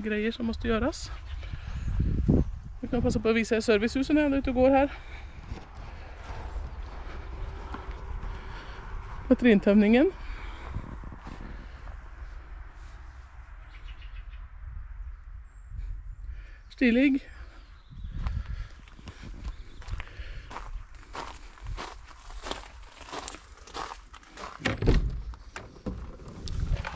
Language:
Swedish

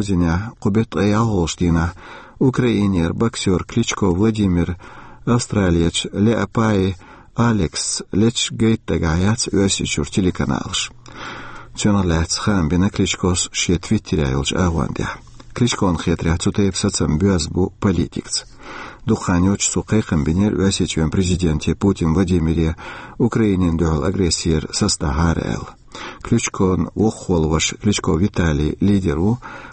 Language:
Chechen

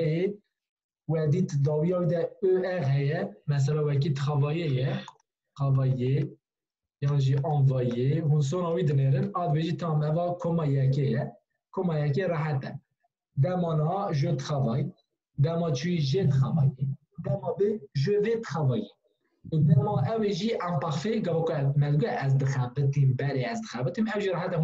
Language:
Kurdish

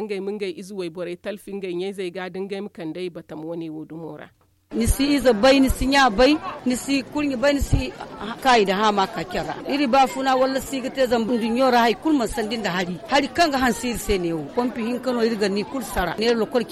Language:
Zarma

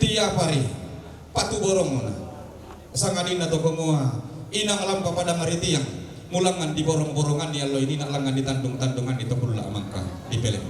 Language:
Toraja-Sa'dan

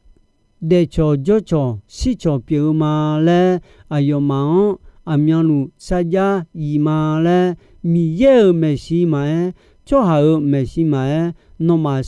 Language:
Akha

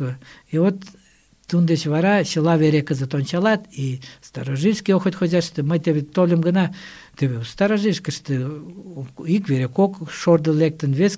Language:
Mari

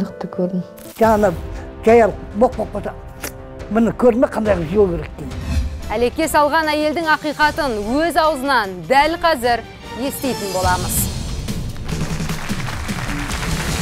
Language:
Kazakh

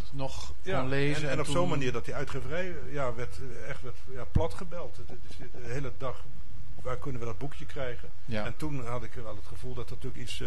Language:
Dutch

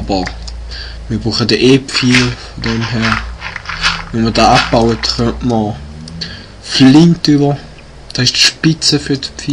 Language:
Swiss German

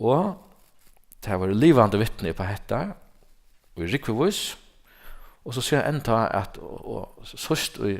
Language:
Faroese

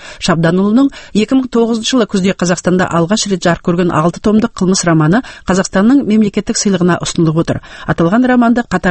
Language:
Kazakh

